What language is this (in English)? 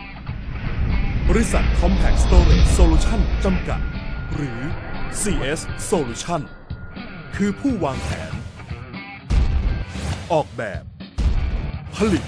Lao